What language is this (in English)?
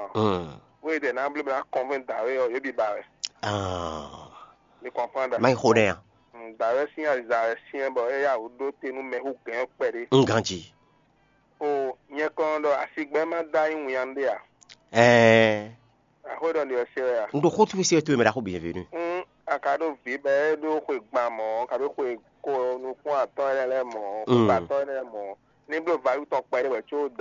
Fon